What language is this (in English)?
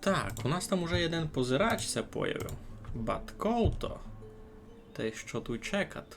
Rusyn